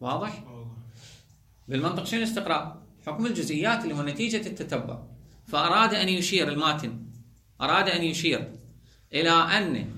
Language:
Mesopotamian Arabic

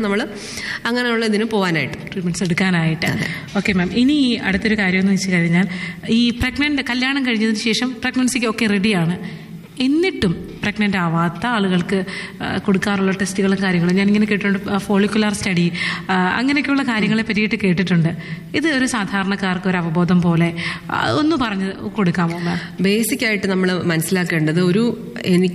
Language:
Malayalam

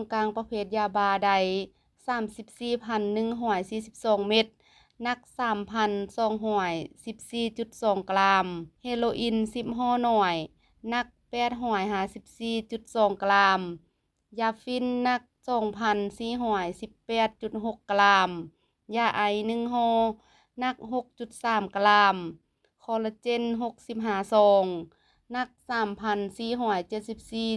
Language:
Lao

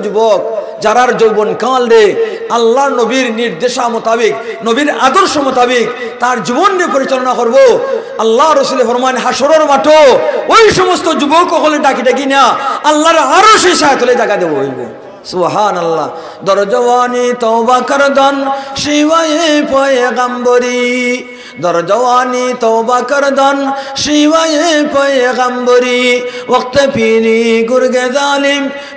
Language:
Sylheti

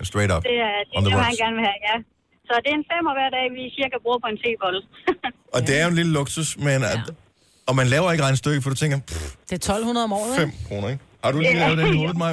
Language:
Danish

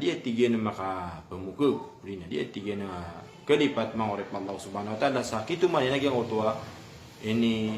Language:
Maranao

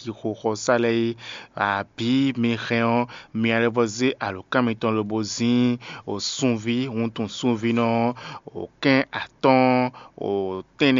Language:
Fon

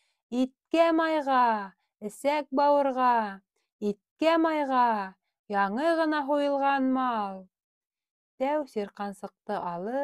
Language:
Bashkir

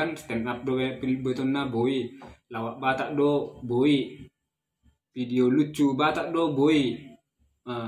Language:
Batak Toba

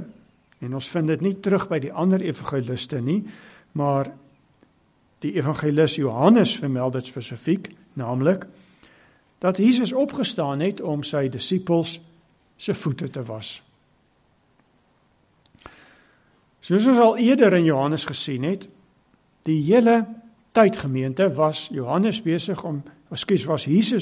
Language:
Afrikaans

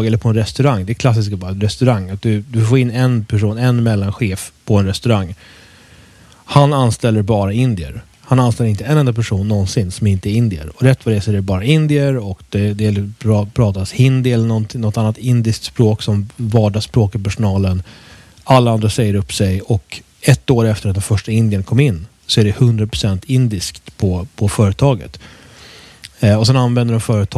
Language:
Swedish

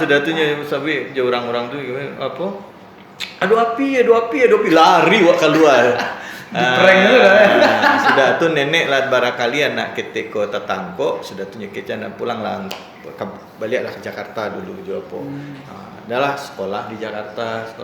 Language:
Minangkabau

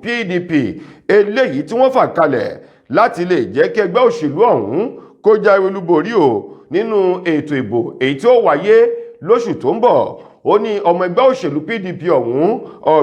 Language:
Yoruba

